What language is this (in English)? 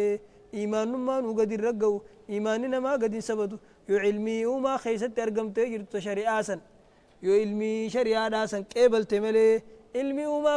Oromo